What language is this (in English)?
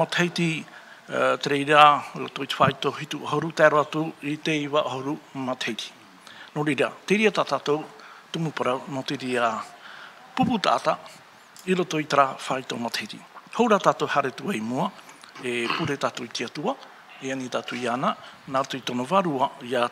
Tahitian